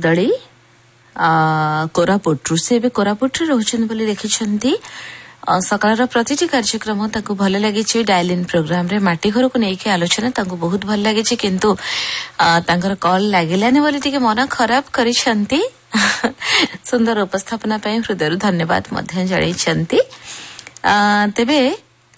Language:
Odia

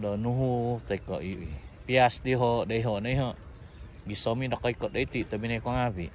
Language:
Central Dusun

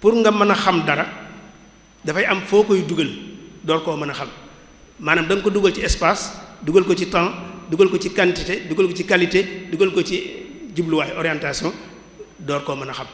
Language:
Wolof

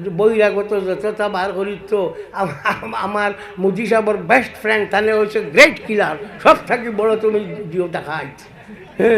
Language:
Sylheti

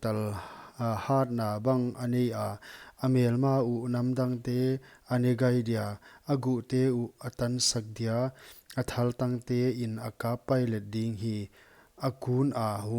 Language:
Paite Chin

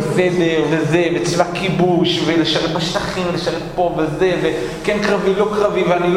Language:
Hebrew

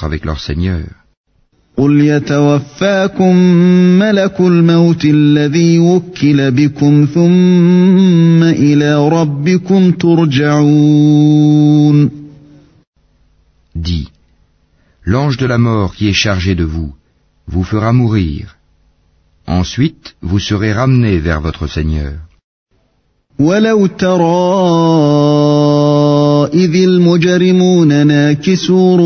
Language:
French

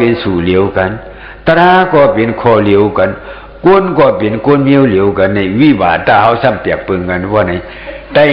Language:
Shan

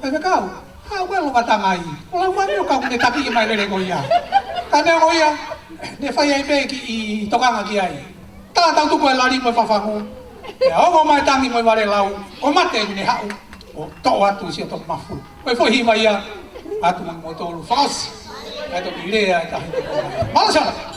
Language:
Tongan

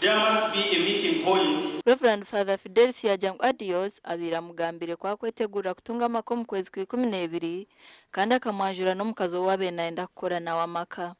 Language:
Nyankole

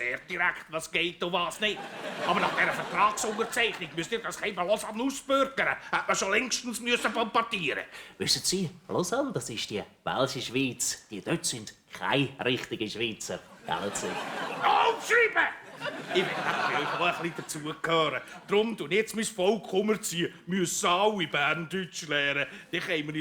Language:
Swiss German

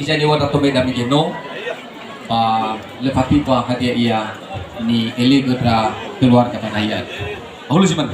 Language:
Nias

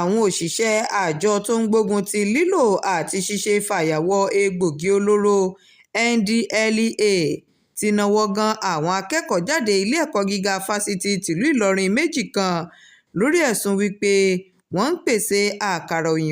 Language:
Yoruba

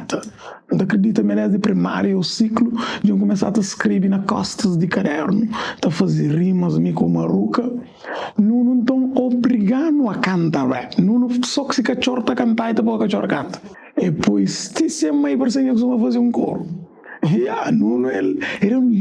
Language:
Kabuverdianu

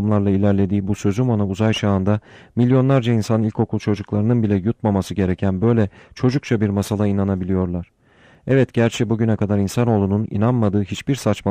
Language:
Turkish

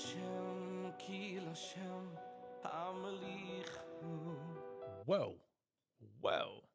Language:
Yiddish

